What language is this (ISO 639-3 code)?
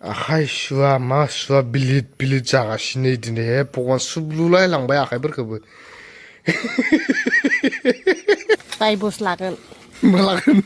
brx